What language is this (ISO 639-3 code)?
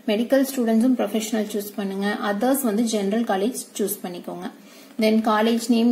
tam